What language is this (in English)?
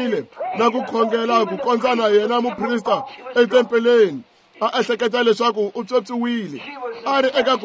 Tsonga